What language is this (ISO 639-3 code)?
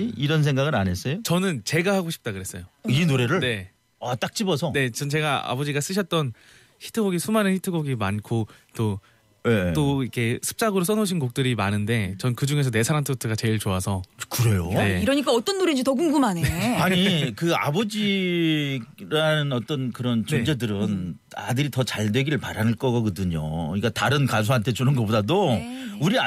kor